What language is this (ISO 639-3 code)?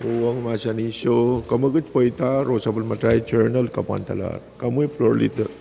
pon